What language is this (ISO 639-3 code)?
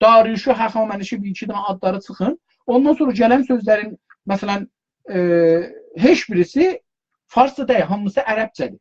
azb